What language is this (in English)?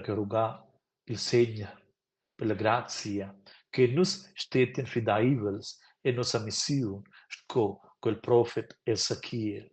Romansh